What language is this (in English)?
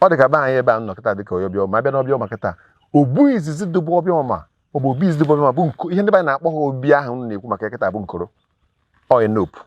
Igbo